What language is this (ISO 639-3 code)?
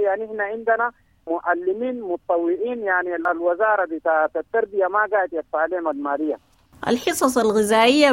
apd